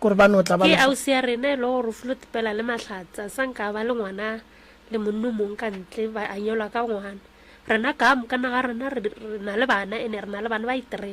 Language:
Northern Sotho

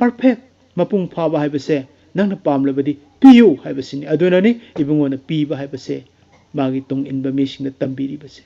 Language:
Manipuri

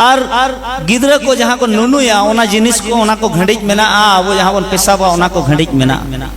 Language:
Santali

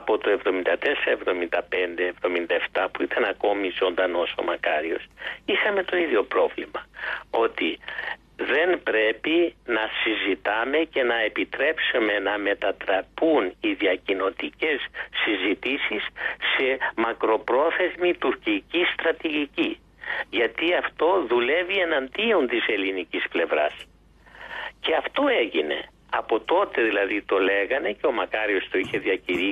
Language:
Greek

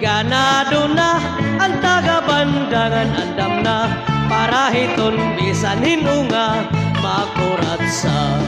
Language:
Waray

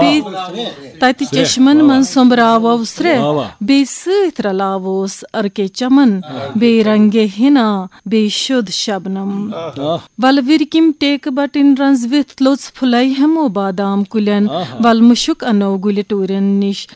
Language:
Kashmiri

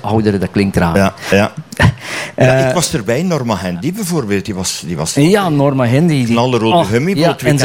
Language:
Dutch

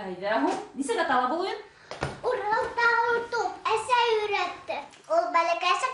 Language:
Bashkir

